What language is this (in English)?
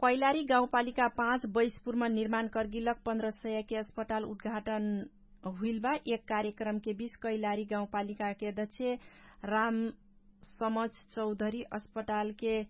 Dangaura Tharu